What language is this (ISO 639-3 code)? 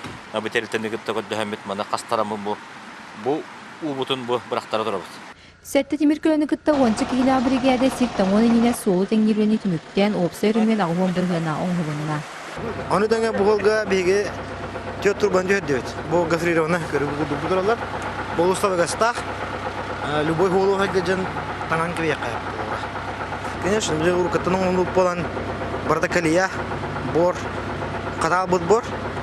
sah